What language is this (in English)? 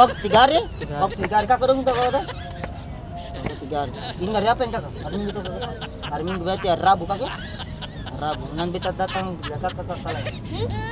Ambonese Malay